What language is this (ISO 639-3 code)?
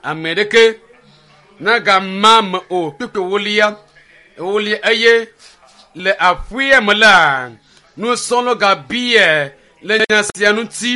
ewe